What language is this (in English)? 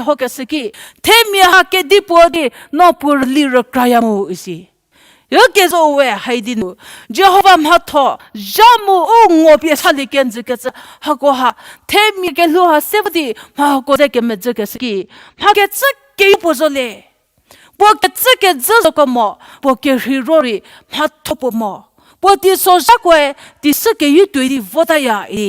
Angami Naga